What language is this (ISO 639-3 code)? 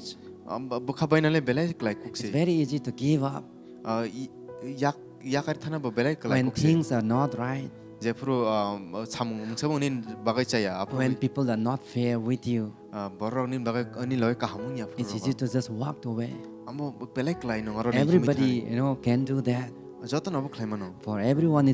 trp